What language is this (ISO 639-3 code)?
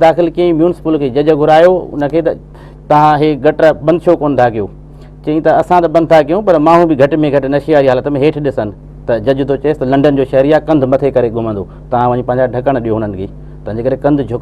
snd